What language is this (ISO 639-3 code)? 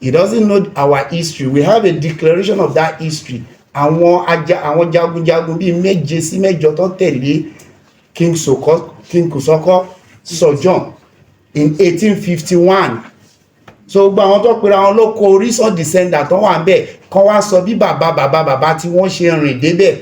yor